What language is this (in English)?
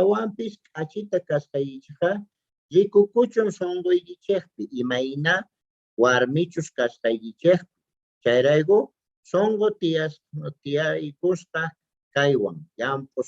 South Bolivian Quechua